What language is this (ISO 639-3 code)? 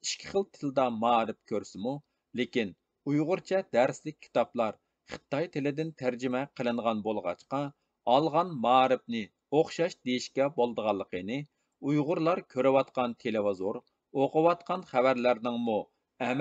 uig